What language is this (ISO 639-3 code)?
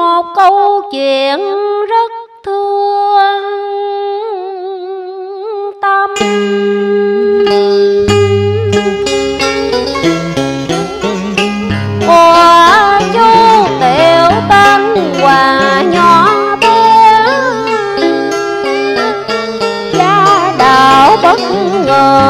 vie